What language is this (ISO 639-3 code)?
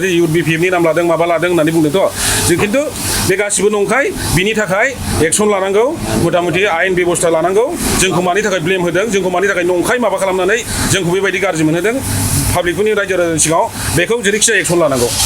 brx